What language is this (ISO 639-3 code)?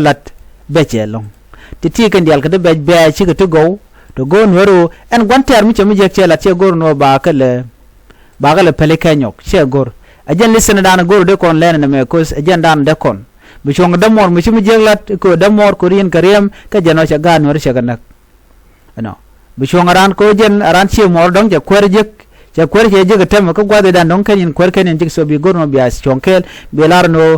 nus